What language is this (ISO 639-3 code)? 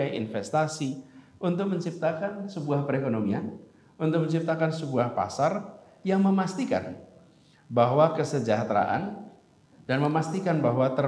ind